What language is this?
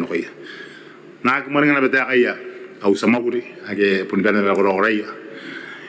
Gilbertese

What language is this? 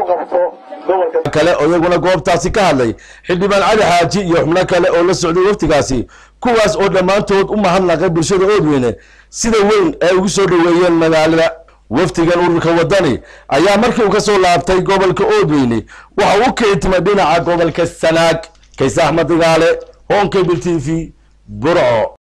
Somali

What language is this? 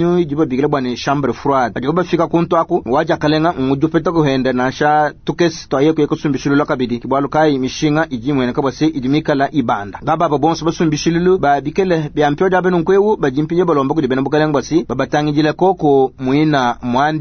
Luba-Lulua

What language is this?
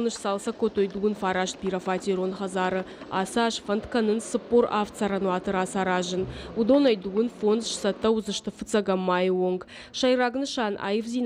Ossetic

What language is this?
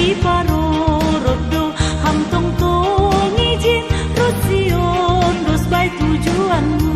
Batak Simalungun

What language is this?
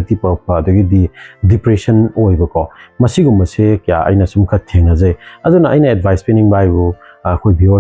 Manipuri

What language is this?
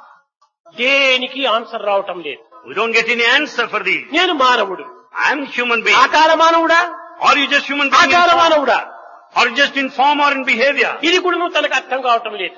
Telugu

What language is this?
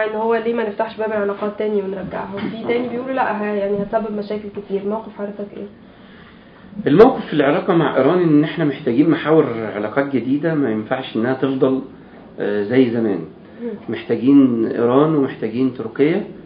Egyptian Arabic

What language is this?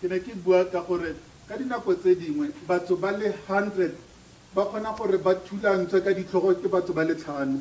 Tswana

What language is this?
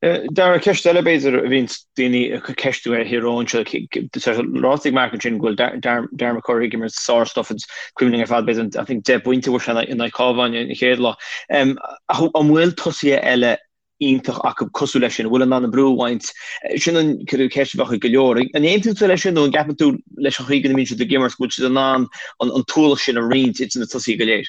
Irish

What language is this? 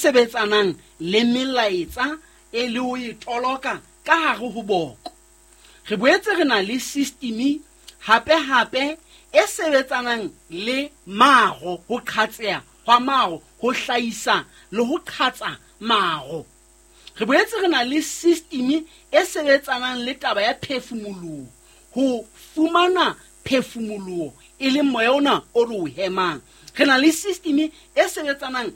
Southern Sotho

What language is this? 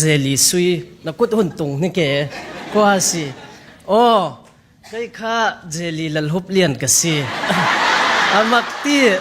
Falam Chin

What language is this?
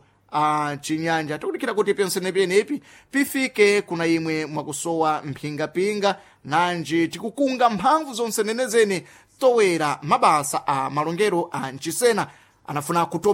Sena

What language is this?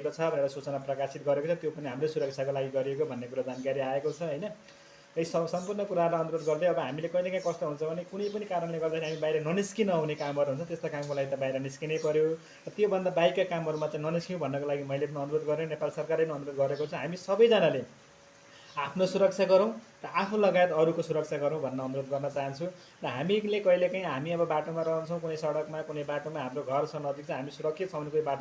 Nepali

